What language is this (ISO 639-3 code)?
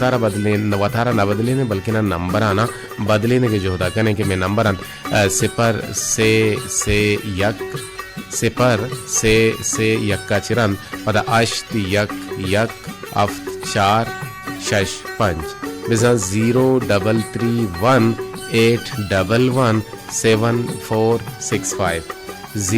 bal